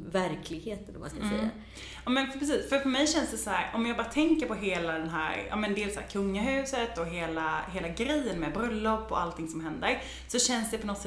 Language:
Swedish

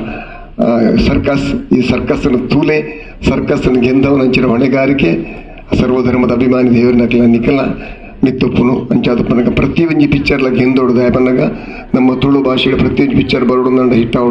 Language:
Tulu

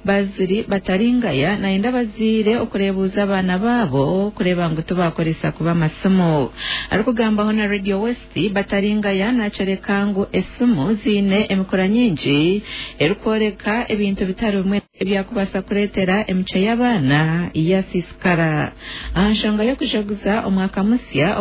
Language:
Nyankole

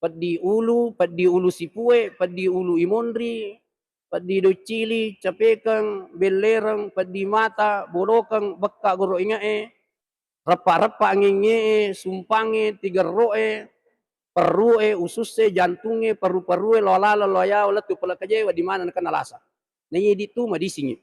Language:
Buginese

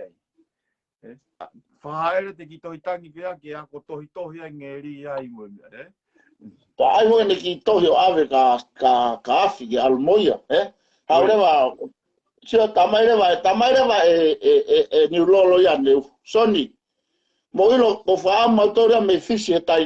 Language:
Tongan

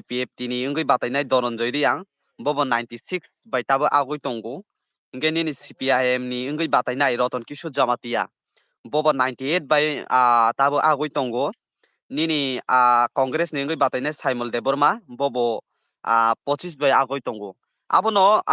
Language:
Kok Borok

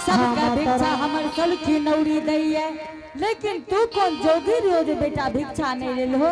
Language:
Angika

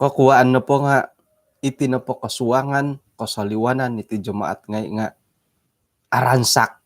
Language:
Central Dusun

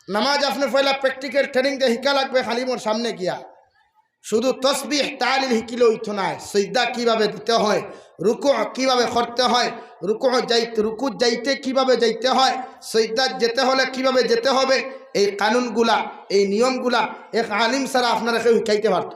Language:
Sylheti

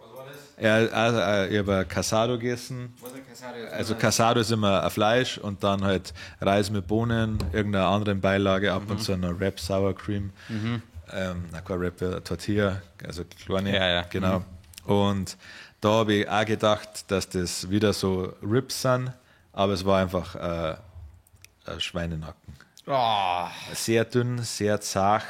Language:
Bavarian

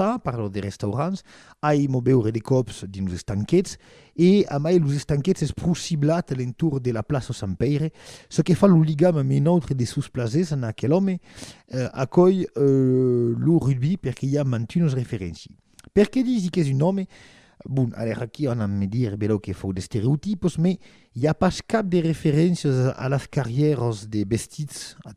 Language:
Occitan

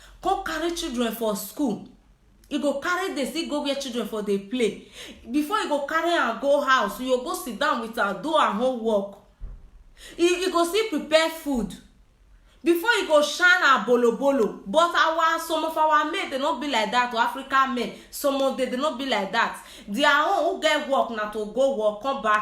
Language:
Nigerian Pidgin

